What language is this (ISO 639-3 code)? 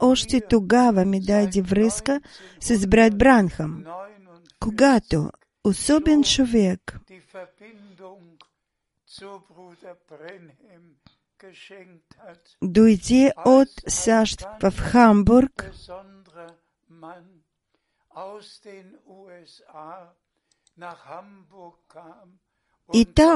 bul